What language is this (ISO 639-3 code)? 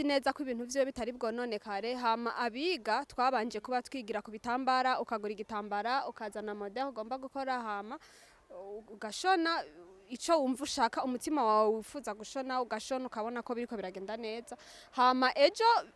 run